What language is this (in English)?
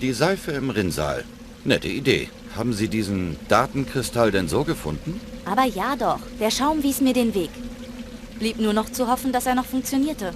Bavarian